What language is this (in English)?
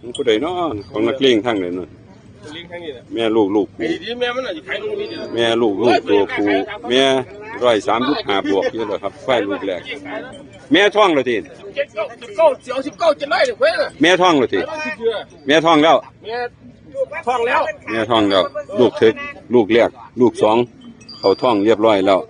Northeastern Thai